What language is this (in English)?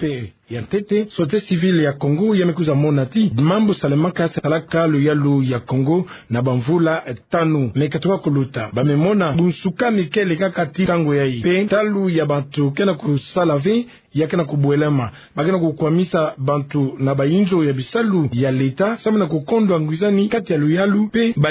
Kituba (Democratic Republic of Congo)